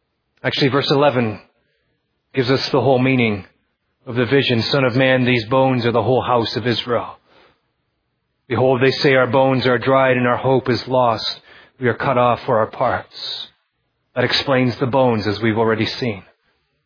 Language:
English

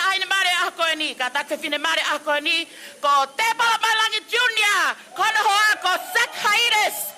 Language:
Tongan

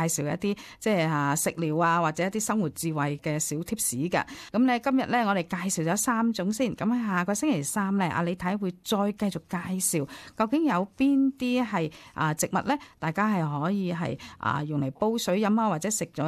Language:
Cantonese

